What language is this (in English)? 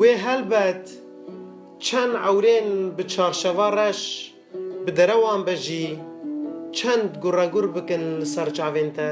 Kurdish